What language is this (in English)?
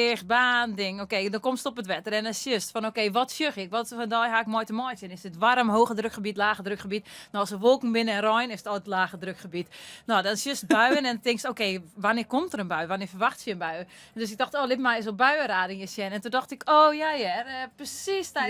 Western Frisian